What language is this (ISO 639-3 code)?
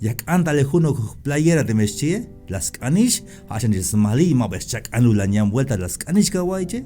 tzh